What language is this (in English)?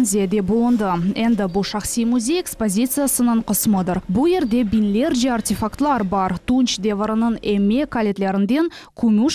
Crimean Tatar